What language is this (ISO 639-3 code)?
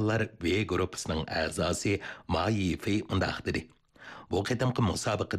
uig